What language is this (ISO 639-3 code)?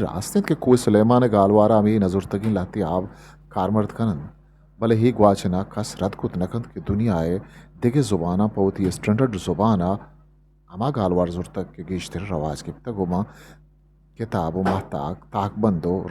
bgp